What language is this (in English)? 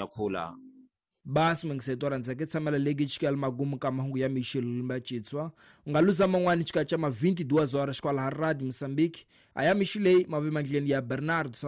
Tsonga